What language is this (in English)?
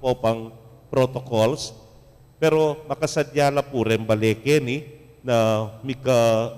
Pampanga